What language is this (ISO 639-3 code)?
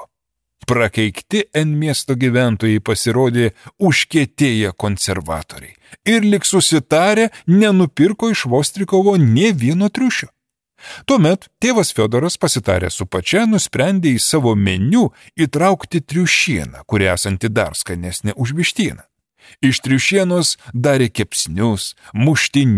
lit